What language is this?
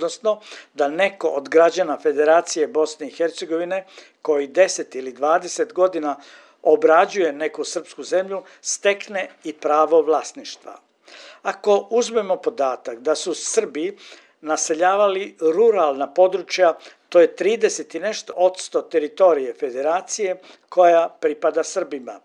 Serbian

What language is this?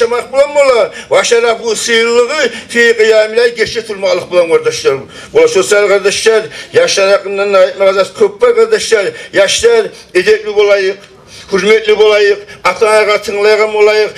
Kumyk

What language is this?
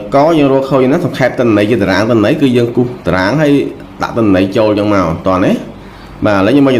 Khmer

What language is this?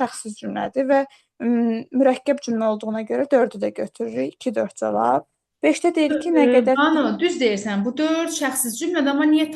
Azerbaijani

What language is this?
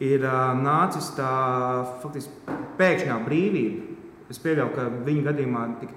Latvian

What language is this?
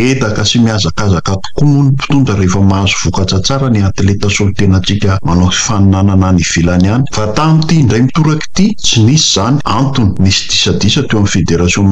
Malagasy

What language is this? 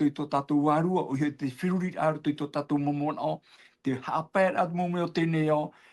Tahitian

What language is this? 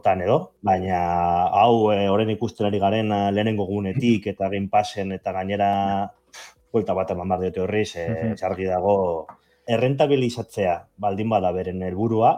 Basque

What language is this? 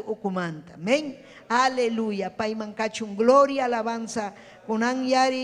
Ayacucho Quechua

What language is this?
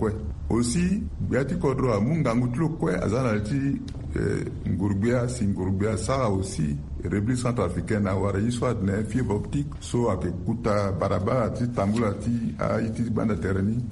Sango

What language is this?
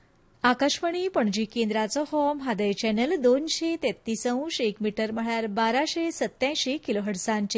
Konkani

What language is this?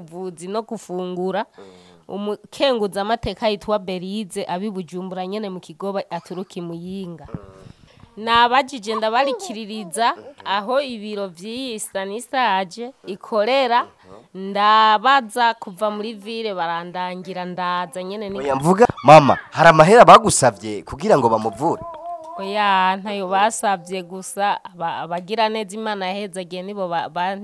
Rundi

